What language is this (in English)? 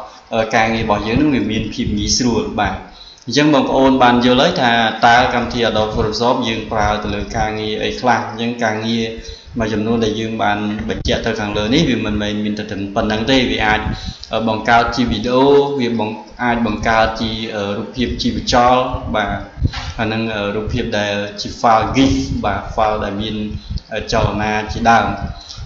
Khmer